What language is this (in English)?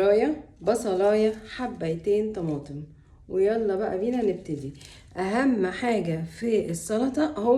Egyptian Arabic